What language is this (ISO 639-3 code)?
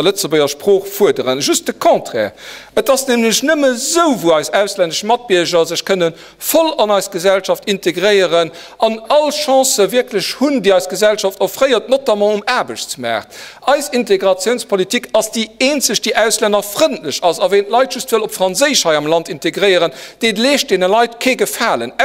ltz